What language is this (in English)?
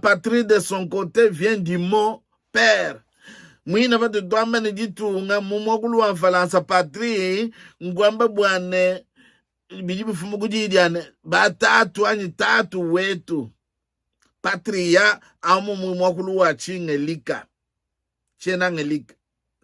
Luba-Lulua